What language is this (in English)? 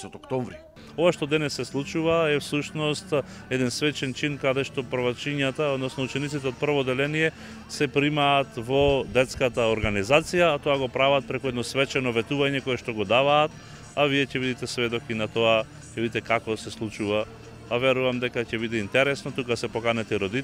Macedonian